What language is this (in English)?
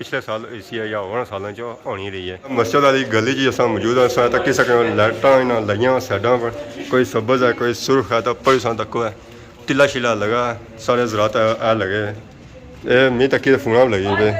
Pahari-Potwari